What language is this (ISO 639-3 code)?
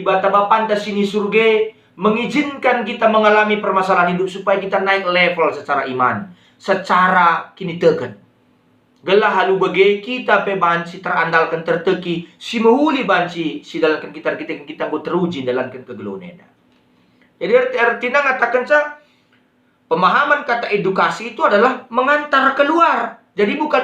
btx